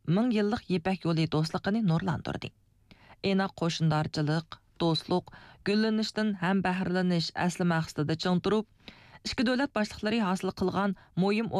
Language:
Uyghur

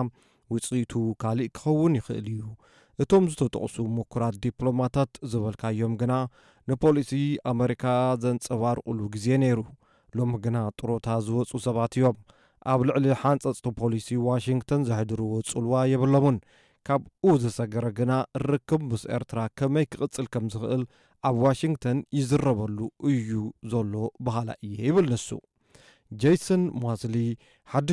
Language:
Tigrinya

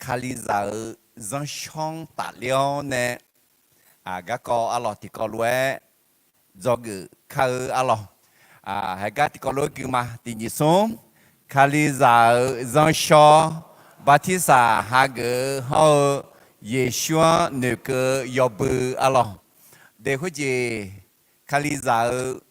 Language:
Akha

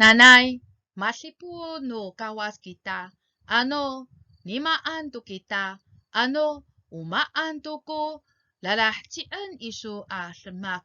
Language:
Amis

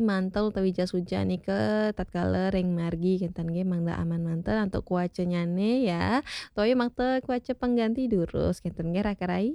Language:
Balinese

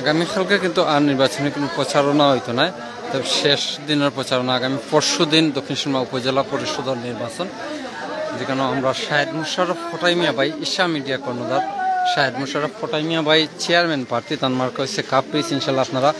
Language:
Sylheti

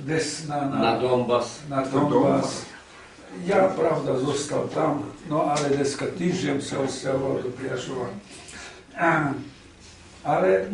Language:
Rusyn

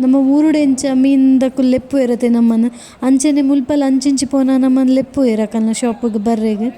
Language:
Tulu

